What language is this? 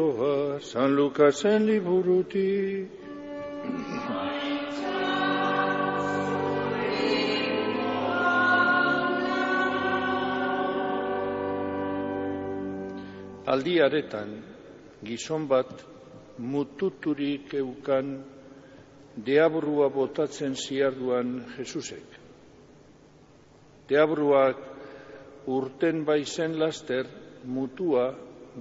Basque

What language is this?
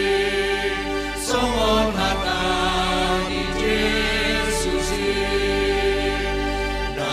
Batak Simalungun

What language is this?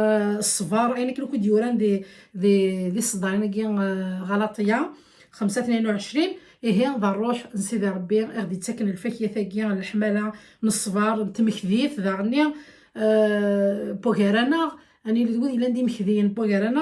Kabyle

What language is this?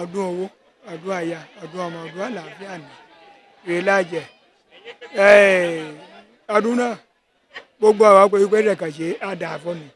Yoruba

